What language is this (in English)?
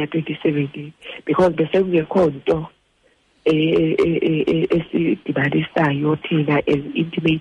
Xhosa